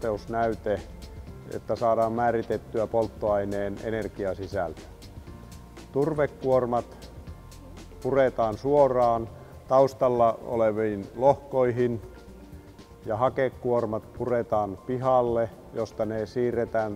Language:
Finnish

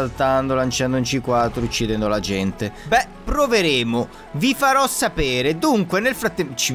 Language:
Italian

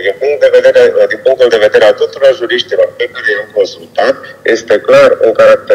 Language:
Romanian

